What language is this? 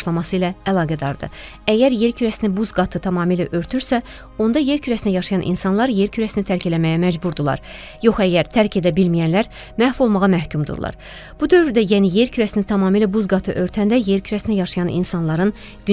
Azerbaijani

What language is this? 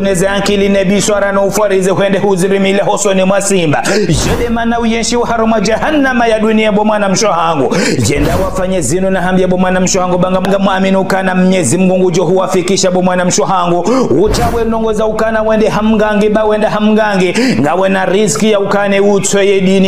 Ngazidja Comorian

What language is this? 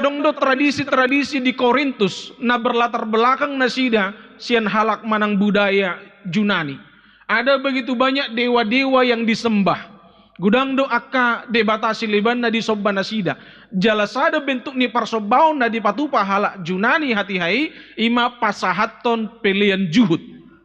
Batak Toba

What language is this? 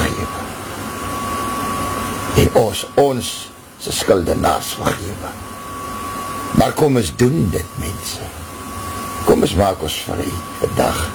Afrikaans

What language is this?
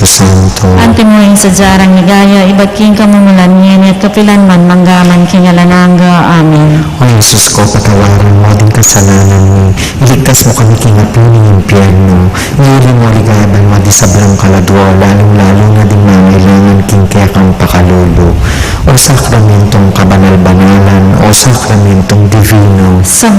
Pampanga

